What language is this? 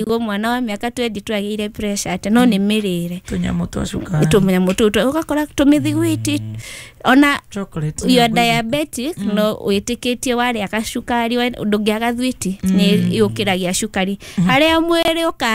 Kikuyu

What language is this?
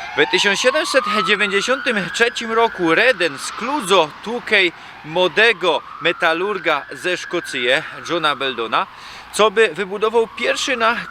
Silesian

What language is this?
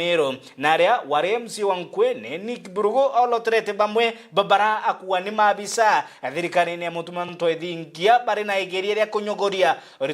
Meru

